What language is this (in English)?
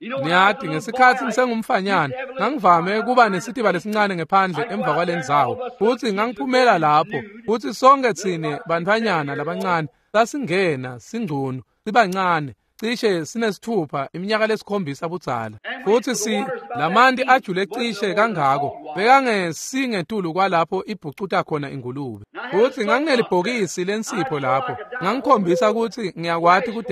Swati